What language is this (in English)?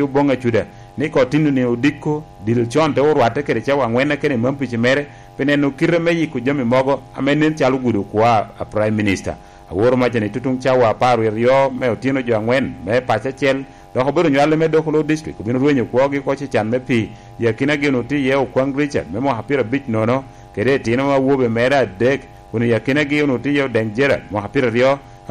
Lango (Uganda)